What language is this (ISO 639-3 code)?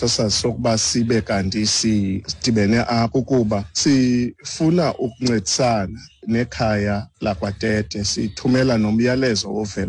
xho